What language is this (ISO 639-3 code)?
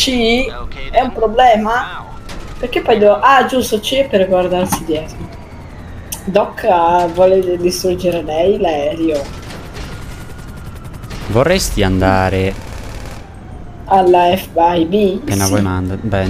ita